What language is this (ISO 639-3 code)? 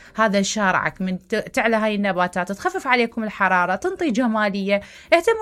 acm